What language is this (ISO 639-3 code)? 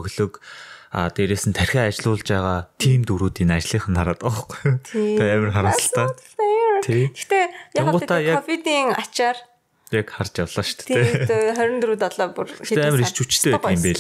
mon